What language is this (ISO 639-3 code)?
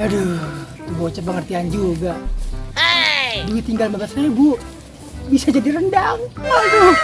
bew